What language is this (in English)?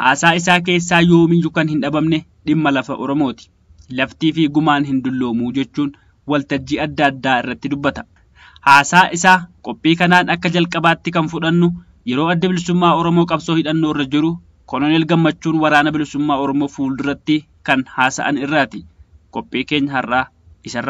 Oromo